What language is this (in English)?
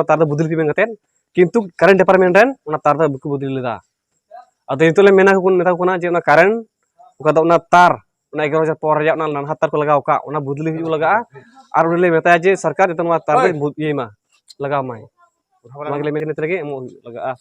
Santali